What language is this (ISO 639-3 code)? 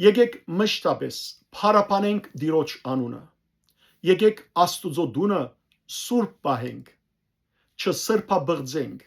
hyw